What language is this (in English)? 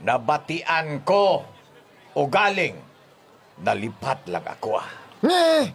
Hiligaynon